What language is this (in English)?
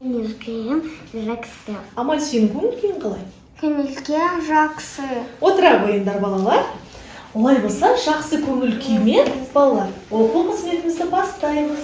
Kazakh